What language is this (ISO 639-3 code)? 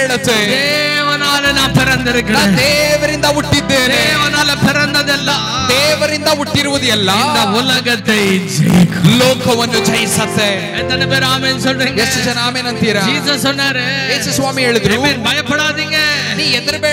tam